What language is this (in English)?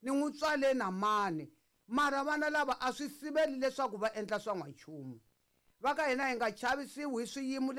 Tsonga